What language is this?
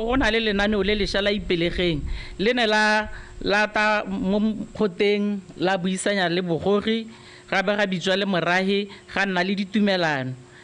Tswana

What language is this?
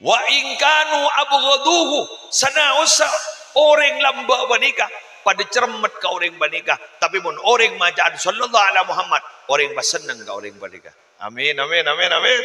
Madurese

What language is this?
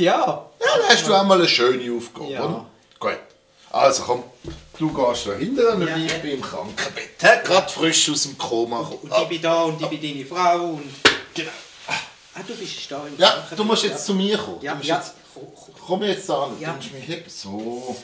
Swiss German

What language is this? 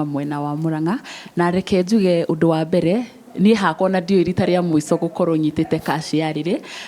Kikuyu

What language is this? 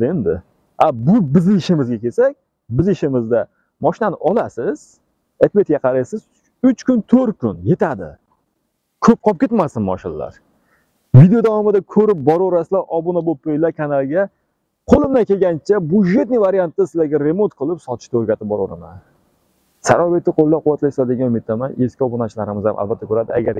Uzbek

